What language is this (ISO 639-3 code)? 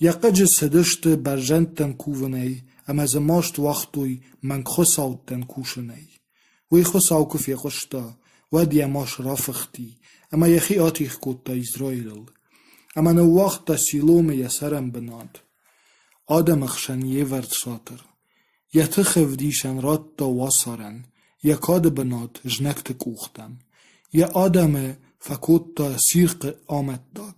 oss